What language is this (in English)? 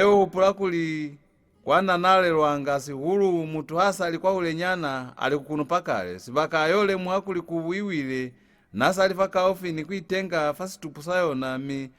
Lozi